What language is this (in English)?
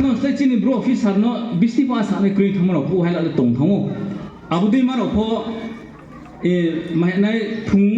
Riang (India)